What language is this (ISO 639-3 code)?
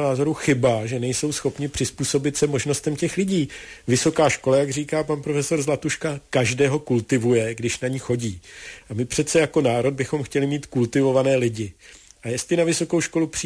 ces